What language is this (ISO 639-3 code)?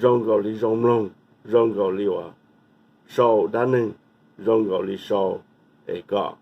hmn